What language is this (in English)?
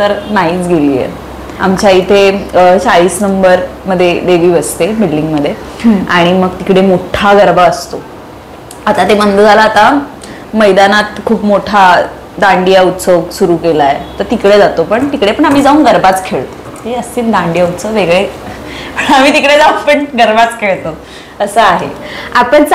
Marathi